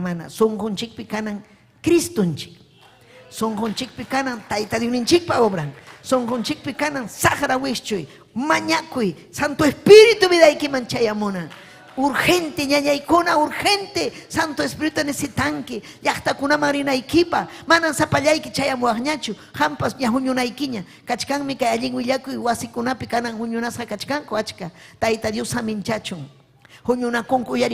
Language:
Ayacucho Quechua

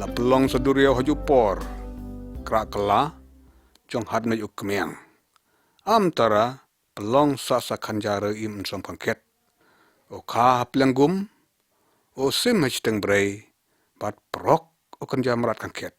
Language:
Lyngngam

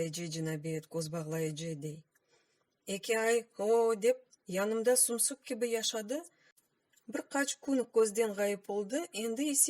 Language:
Crimean Tatar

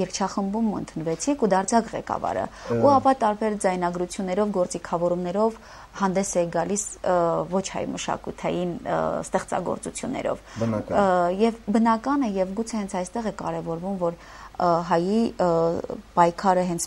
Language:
Armenian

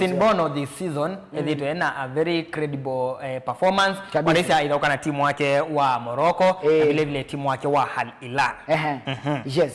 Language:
Kamba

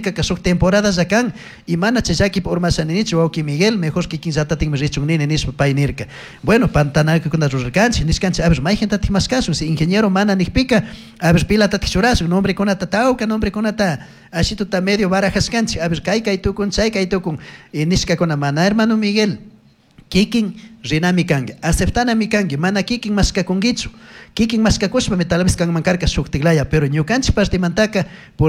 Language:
Chimborazo Highland Quichua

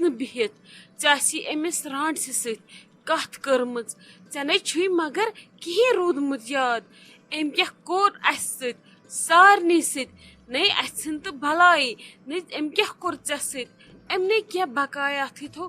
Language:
Kashmiri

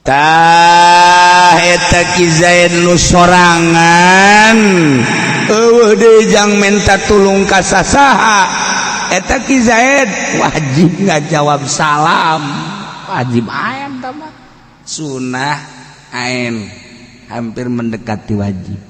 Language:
Sundanese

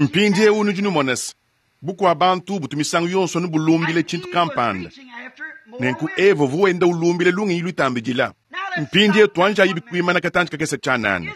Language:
Luba-Lulua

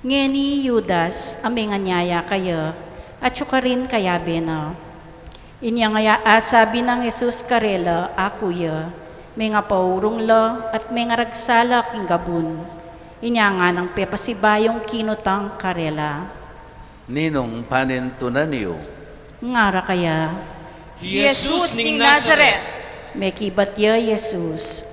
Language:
Pampanga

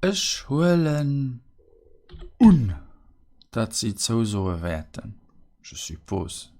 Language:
Luxembourgish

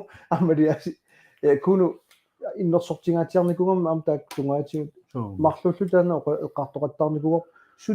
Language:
Kalaallisut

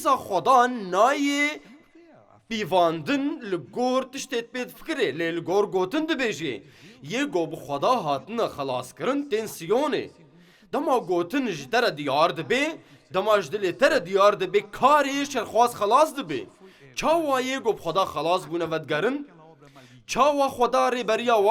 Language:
Kurdish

